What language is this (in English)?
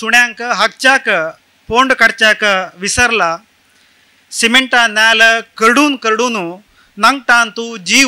Konkani